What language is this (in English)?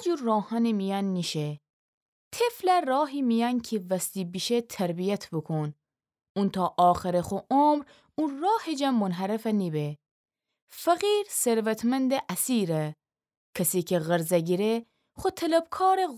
Gilaki